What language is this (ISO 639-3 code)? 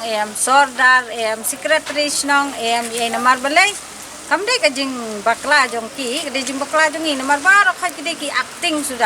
kha